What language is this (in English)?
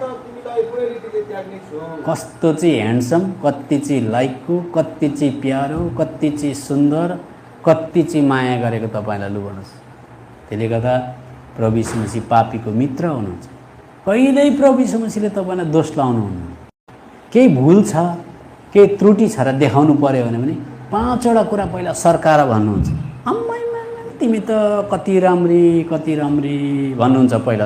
Nepali